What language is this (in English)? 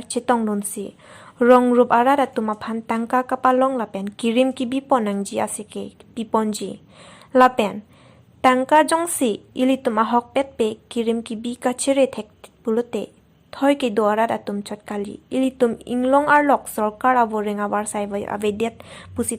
Karbi